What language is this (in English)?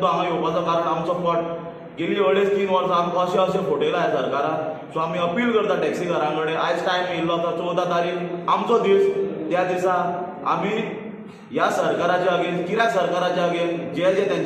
Konkani